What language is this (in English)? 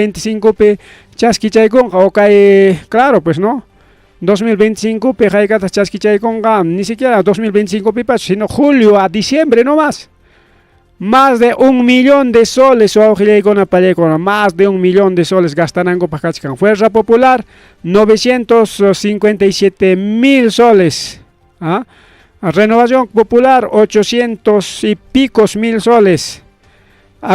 Ayacucho Quechua